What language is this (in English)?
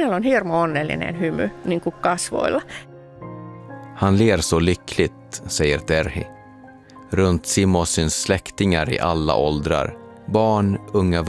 Swedish